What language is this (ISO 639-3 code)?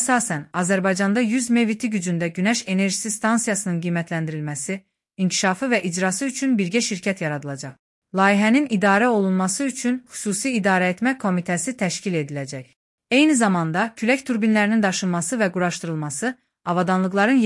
aze